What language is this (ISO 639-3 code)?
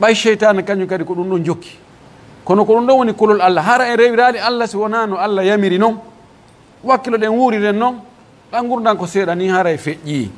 fuf